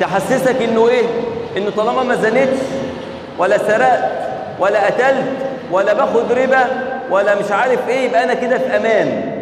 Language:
Egyptian Arabic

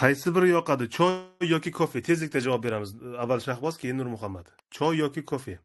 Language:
Uzbek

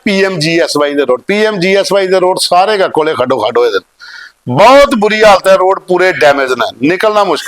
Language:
Dogri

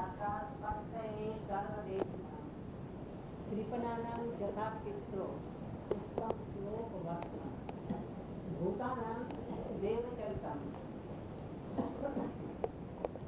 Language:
Hindi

